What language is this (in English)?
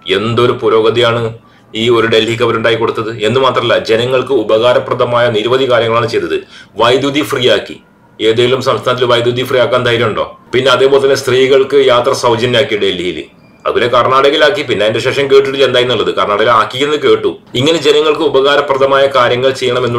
Malayalam